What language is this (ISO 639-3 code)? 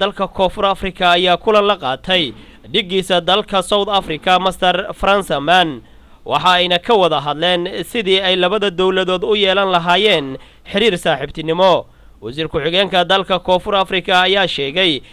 som